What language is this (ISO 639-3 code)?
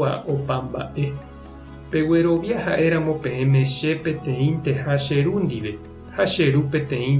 grn